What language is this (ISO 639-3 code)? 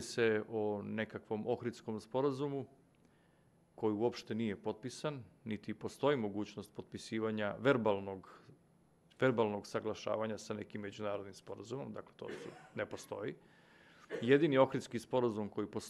srp